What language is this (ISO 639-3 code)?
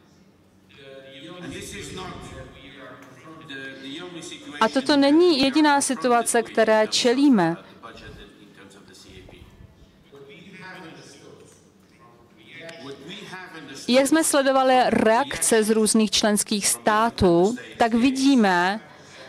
ces